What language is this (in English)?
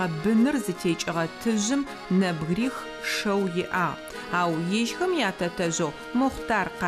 Adyghe